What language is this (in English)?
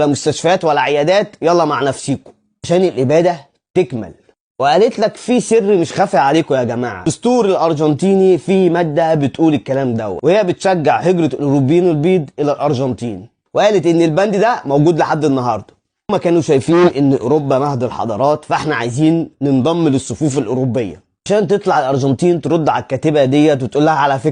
Egyptian Arabic